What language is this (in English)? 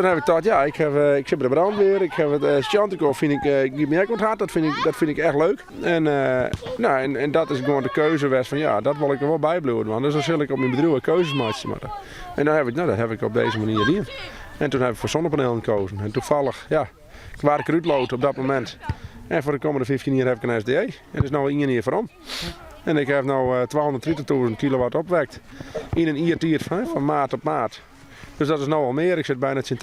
Western Frisian